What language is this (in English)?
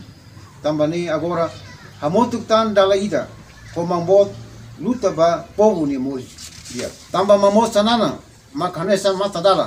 Tetum